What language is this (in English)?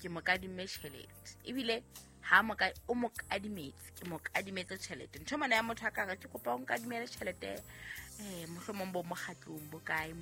Southern Sotho